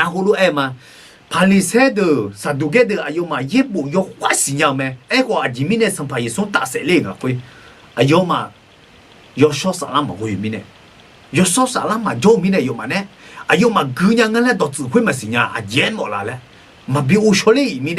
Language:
Akha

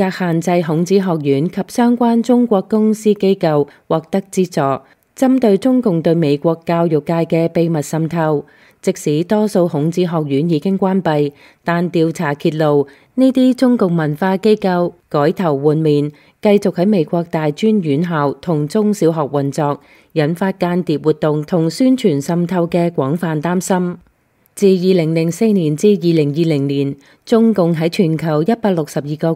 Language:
Cantonese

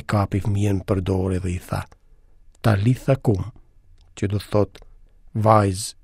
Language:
Albanian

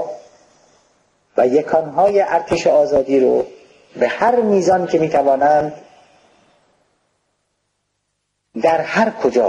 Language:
Persian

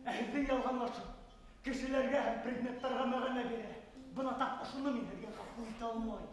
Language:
Bashkir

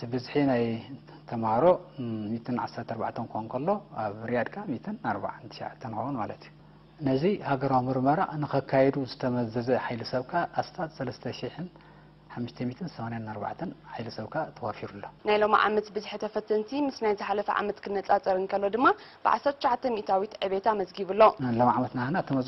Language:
Tigrinya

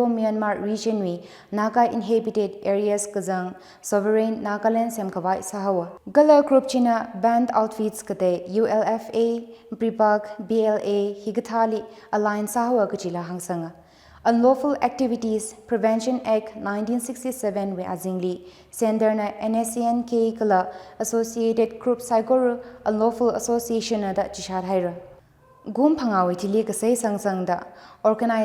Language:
Tangkhul Naga (India)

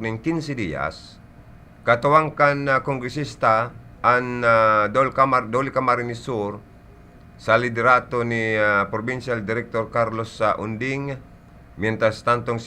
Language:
Bikol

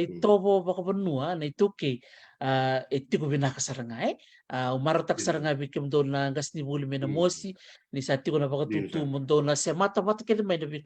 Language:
Fijian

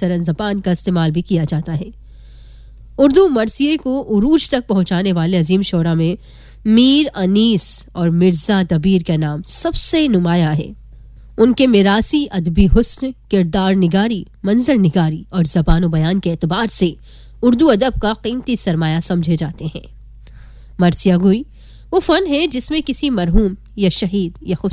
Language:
Urdu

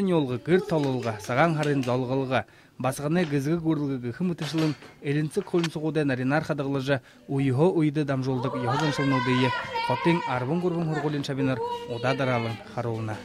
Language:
Buriat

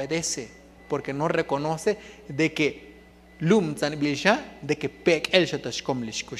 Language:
Tzotzil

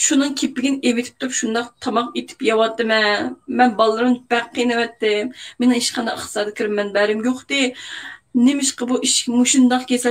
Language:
Uyghur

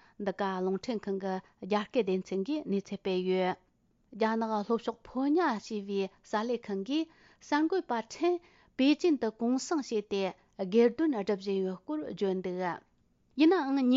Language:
Tibetan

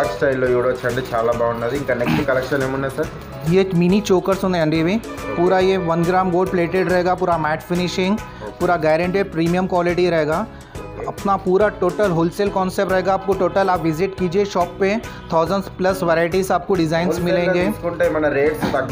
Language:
Telugu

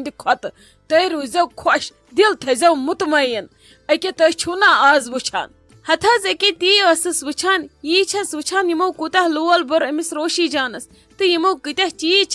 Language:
Kashmiri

